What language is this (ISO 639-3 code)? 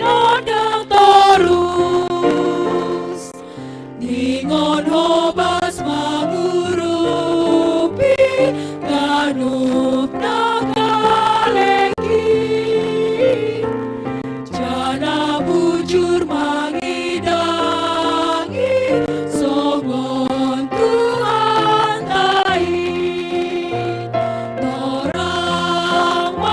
bts